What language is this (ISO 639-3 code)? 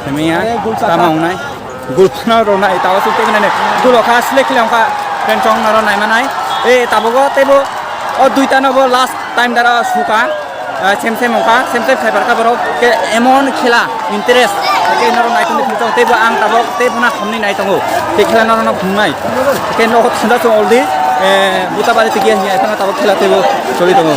trp